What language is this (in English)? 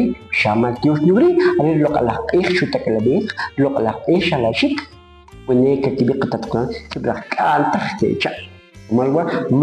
Kʼicheʼ